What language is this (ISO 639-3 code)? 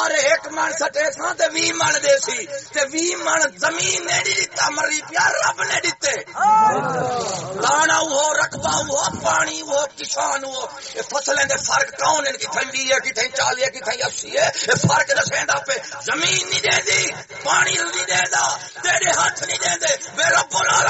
skr